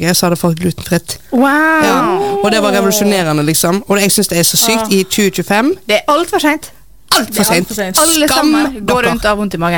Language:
Norwegian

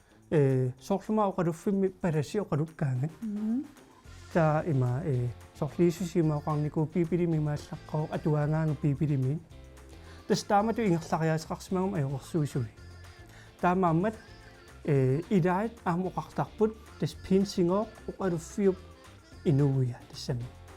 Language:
Kalaallisut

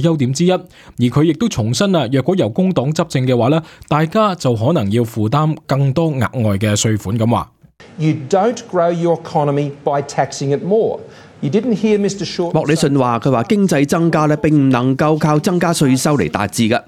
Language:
Cantonese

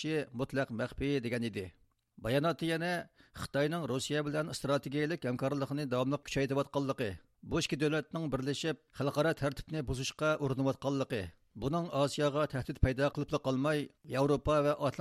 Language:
Uyghur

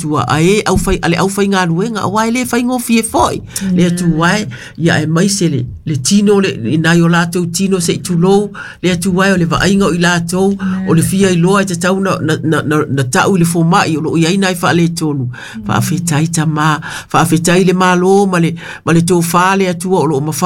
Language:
Samoan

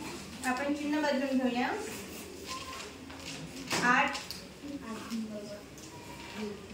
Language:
Marathi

